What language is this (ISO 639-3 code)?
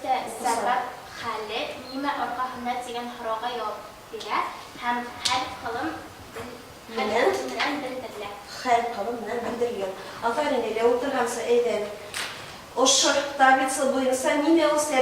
bak